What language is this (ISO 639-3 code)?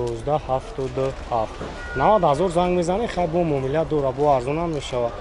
tgk